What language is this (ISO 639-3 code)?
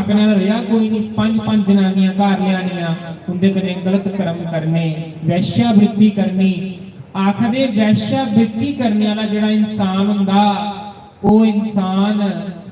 doi